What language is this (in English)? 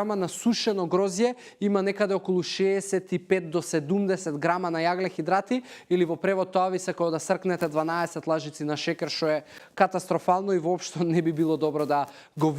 Macedonian